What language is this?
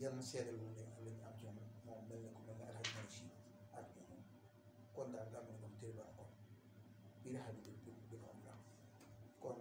Wolof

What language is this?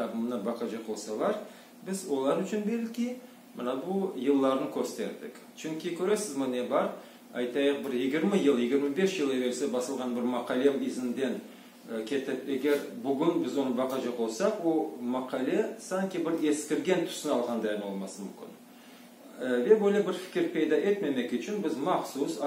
Crimean Tatar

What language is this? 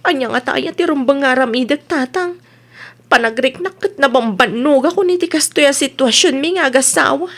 Iloko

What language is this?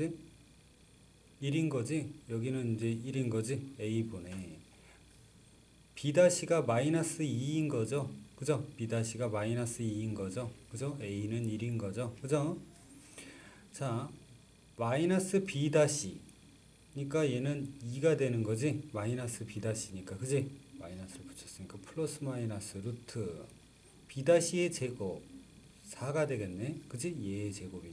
Korean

